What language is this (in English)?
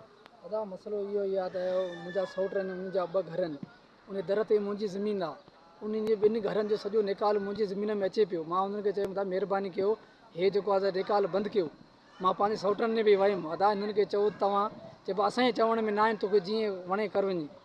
Sindhi